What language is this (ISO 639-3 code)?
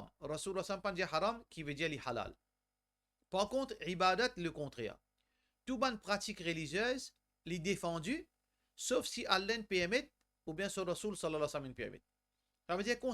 mfe